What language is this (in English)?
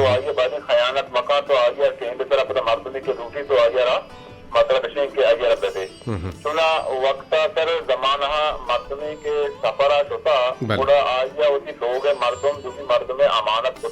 Eastern Balochi